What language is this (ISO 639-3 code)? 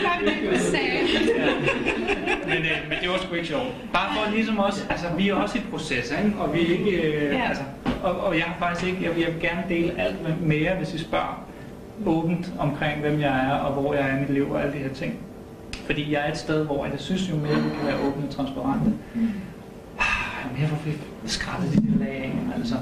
dan